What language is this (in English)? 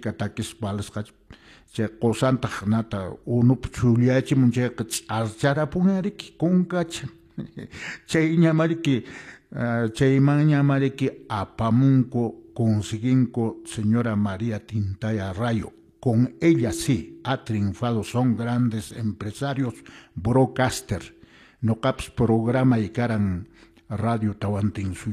Quechua